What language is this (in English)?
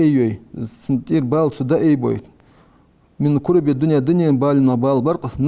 Ingush